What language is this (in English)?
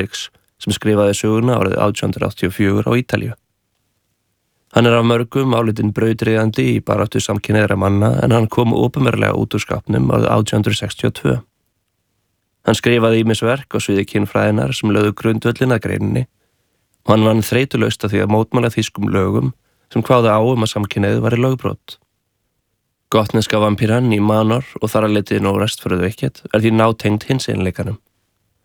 Icelandic